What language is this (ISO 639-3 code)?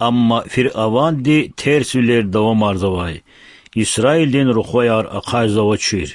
lez